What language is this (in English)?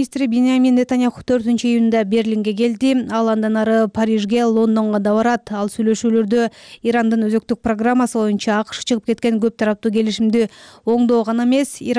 Kyrgyz